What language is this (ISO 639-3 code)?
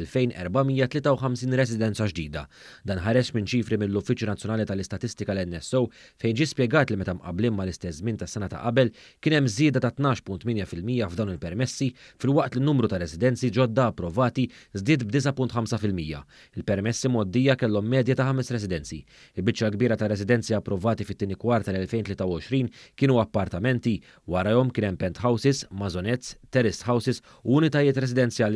mlt